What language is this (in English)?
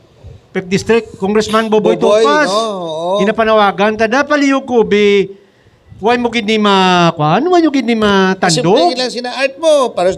Hiligaynon